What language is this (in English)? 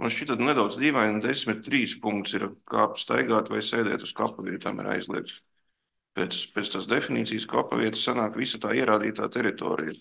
Latvian